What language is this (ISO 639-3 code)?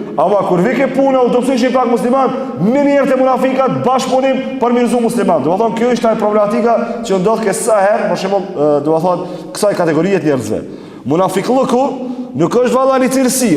sqi